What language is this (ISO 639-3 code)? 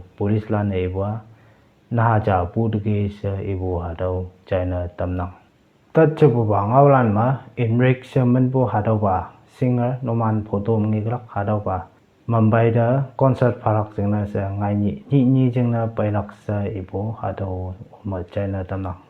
nbe